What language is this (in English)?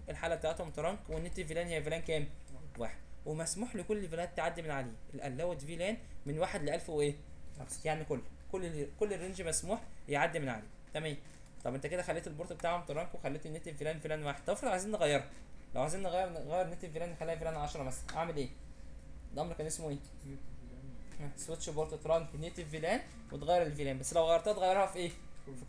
Egyptian Arabic